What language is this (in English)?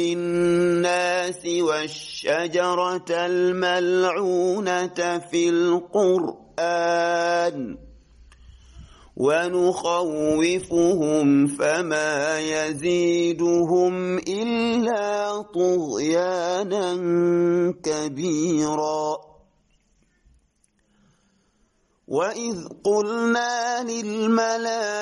Arabic